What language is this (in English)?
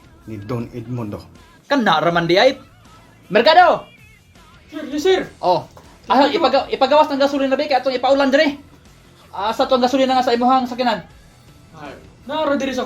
Cebuano